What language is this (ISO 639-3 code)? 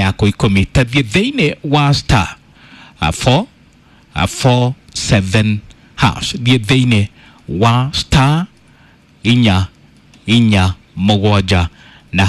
kik